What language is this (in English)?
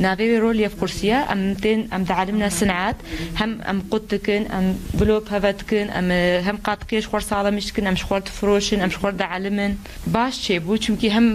Kurdish